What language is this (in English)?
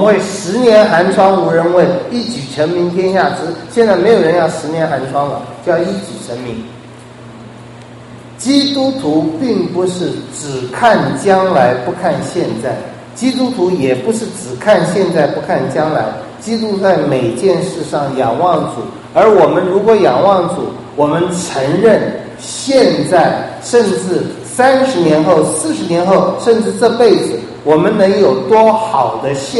Chinese